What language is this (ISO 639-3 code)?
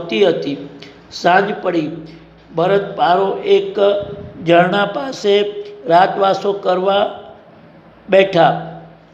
guj